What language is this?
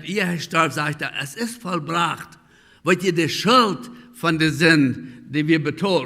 Plautdietsch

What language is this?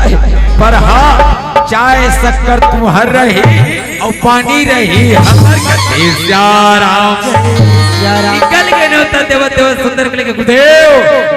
Chhattisgarhi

